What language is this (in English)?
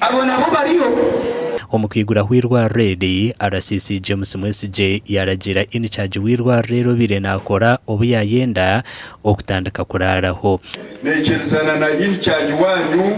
Nyankole